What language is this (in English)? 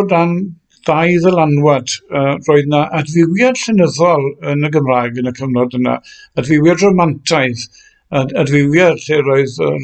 Welsh